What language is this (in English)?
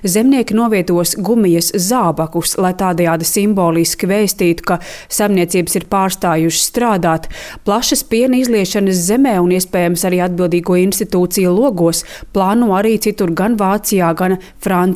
Latvian